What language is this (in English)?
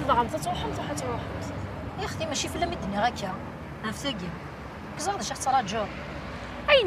Kabyle